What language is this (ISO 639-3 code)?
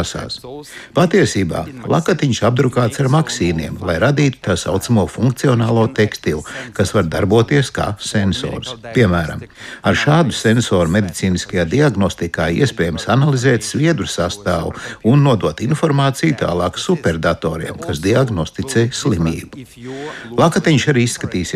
lav